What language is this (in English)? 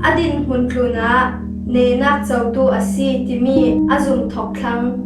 Falam Chin